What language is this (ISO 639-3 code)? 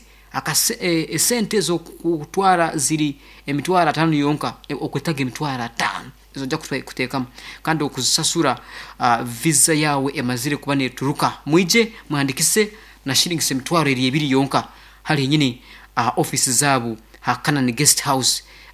nyn